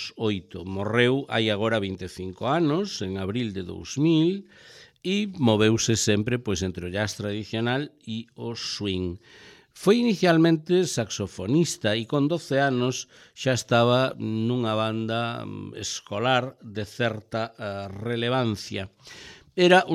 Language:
Galician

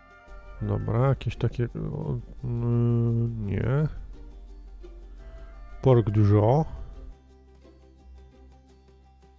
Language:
Polish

